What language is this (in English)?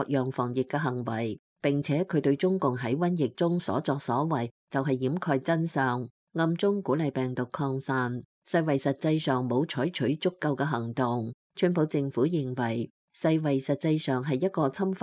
Cantonese